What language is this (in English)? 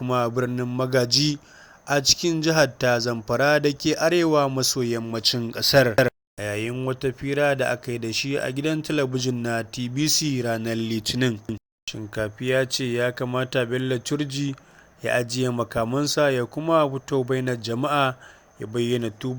Hausa